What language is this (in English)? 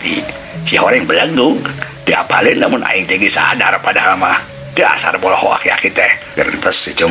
Sundanese